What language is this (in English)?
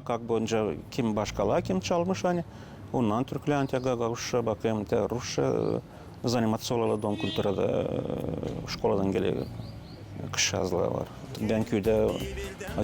Gagauz